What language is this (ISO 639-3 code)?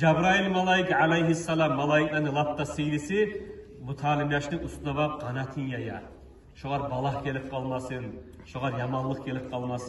kum